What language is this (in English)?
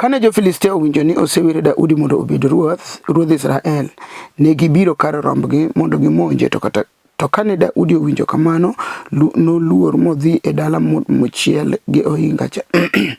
Luo (Kenya and Tanzania)